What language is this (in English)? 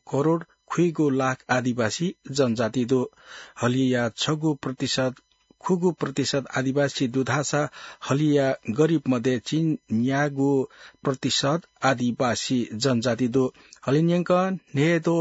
Newari